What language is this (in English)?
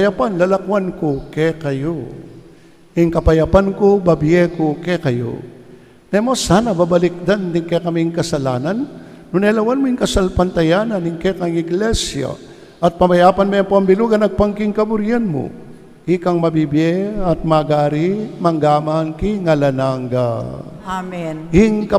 Pampanga